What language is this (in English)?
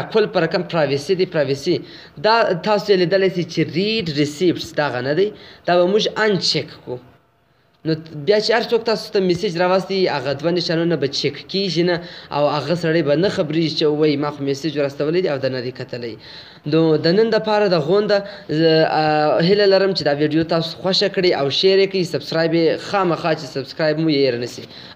Pashto